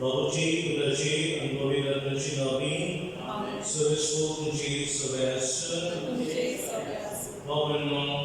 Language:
Konkani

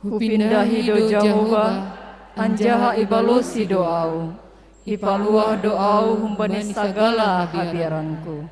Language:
Batak Simalungun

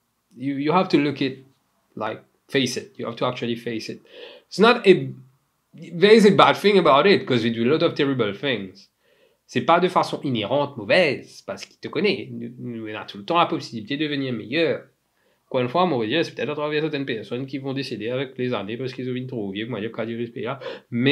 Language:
Morisyen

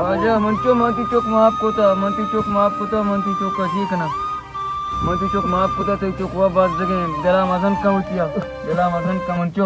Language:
Baluchi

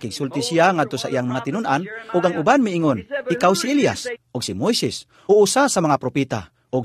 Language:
Cebuano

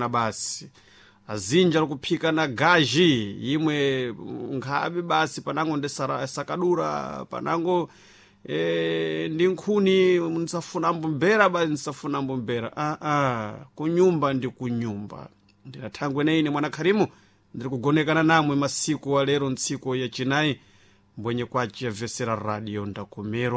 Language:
Sena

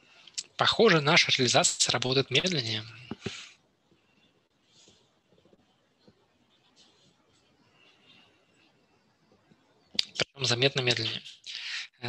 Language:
Russian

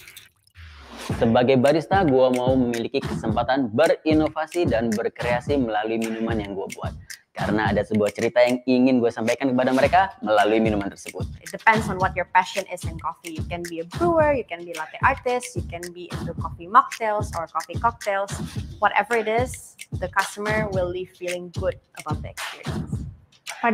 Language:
Indonesian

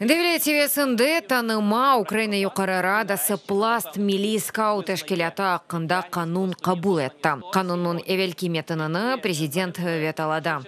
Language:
Crimean Tatar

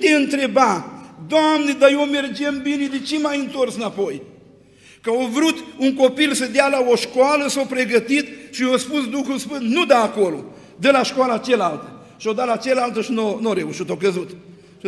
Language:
Romanian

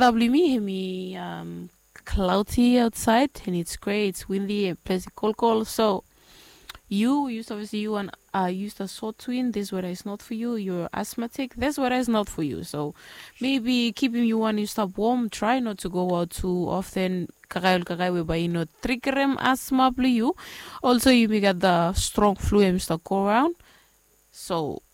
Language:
Bislama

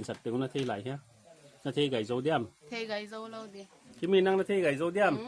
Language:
Paite Chin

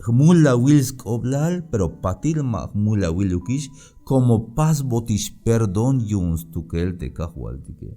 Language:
Tzeltal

